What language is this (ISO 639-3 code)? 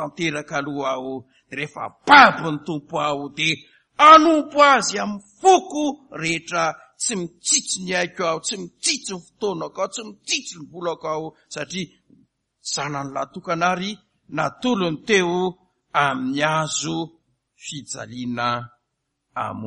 mlg